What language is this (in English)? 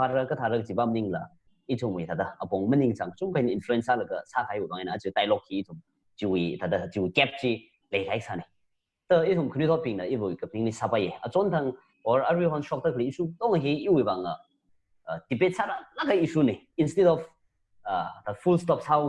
Tangkhul Naga (India)